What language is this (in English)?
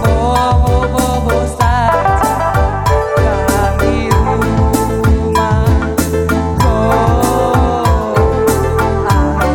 Batak Karo